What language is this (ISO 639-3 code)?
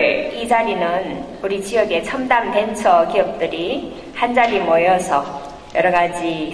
kor